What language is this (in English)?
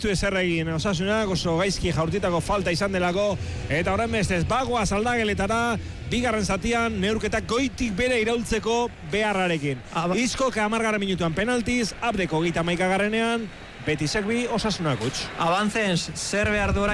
Basque